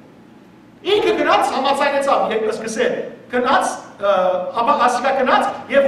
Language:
Western Armenian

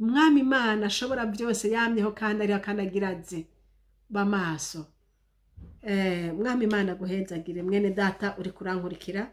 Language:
Rundi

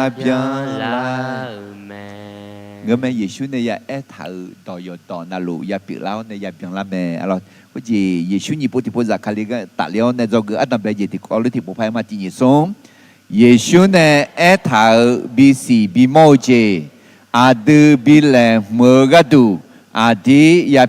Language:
Akha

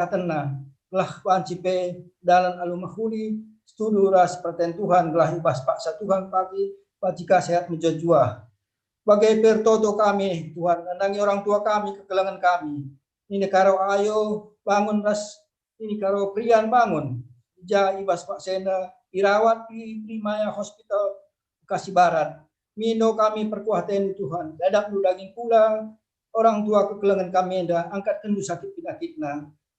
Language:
Batak Karo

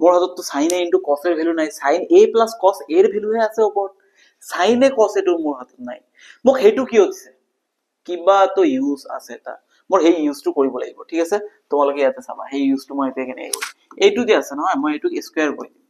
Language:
Assamese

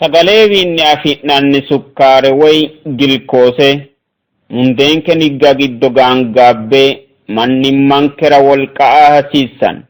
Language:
Sidamo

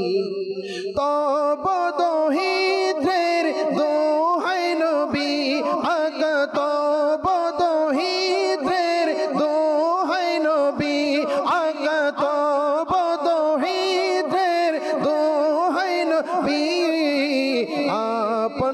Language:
Bangla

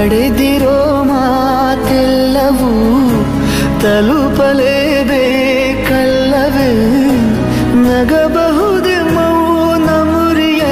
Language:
Kannada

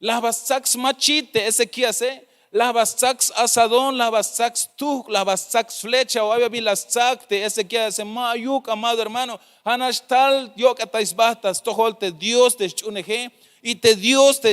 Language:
Tzeltal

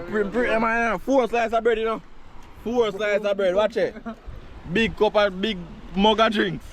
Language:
Jamaican Creole English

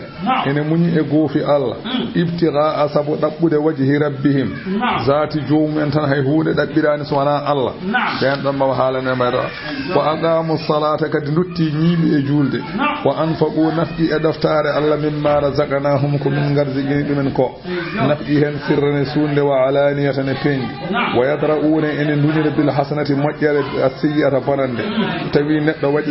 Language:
Fula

